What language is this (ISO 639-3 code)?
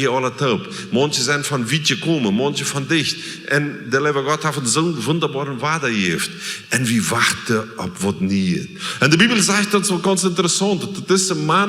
pdt